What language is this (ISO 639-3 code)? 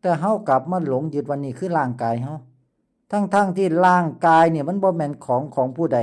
lao